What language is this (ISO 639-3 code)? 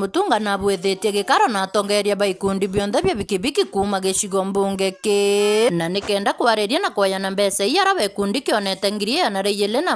mer